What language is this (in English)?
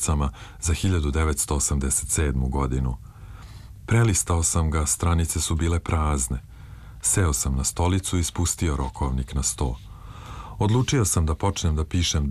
Serbian